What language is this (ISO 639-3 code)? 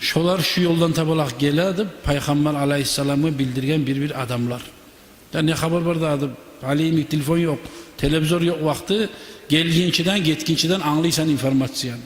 kum